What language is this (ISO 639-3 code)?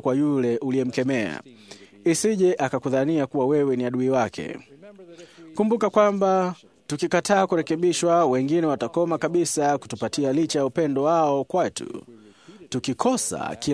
swa